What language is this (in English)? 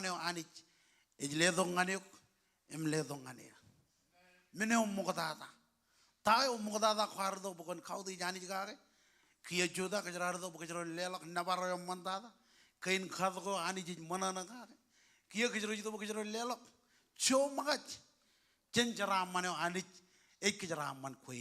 Marshallese